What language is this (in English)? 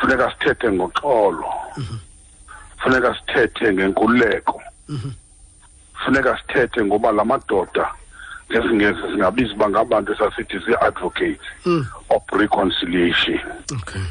Xhosa